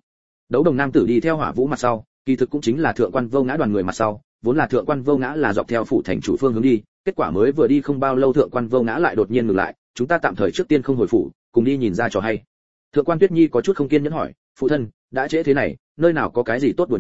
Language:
Vietnamese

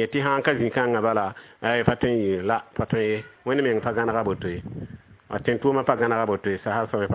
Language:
Mossi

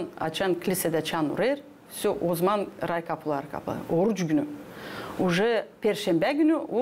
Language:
Gagauz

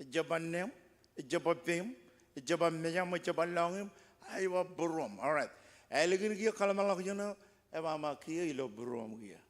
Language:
Marshallese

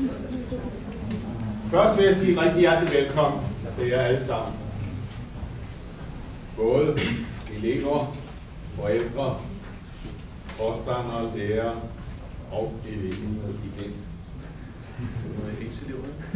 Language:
Danish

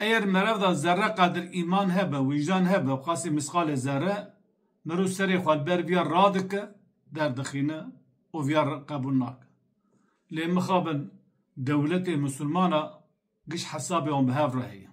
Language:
Kurdish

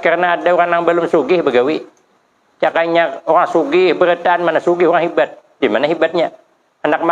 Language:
Banjar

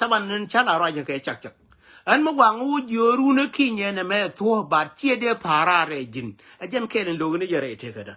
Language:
Nuer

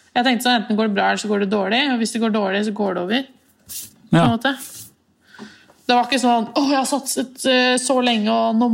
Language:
Norwegian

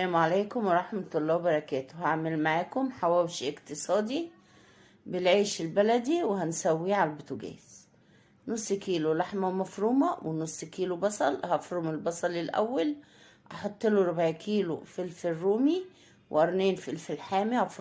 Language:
Egyptian Arabic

